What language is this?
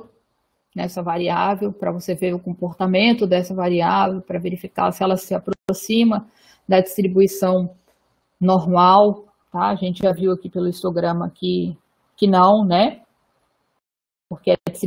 Portuguese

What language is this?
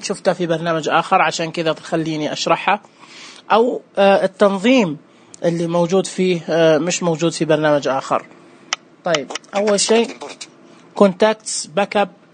Najdi Arabic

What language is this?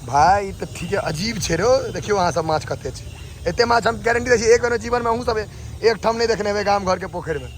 Maithili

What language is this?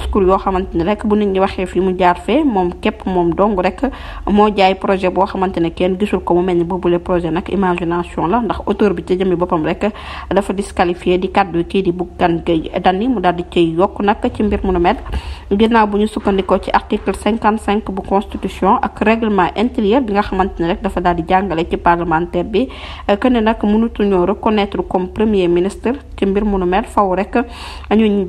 Wolof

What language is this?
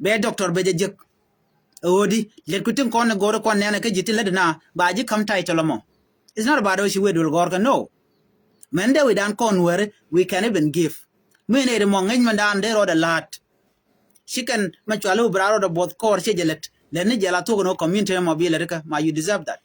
Nuer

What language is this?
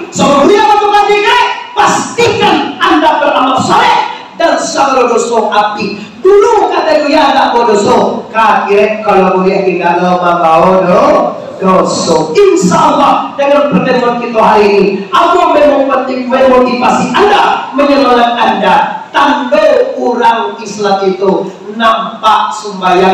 Minangkabau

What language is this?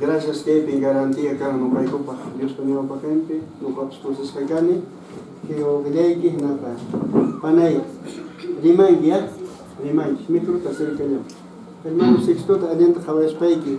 Quechua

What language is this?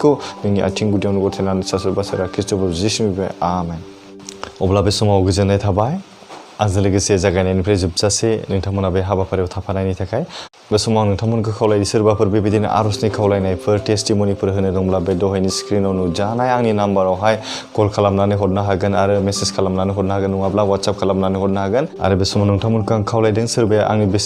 Bodo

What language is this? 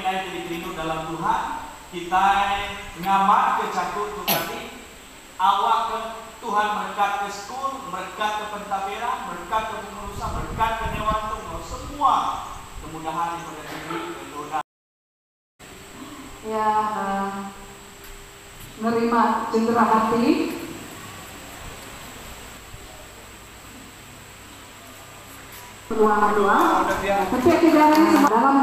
Malay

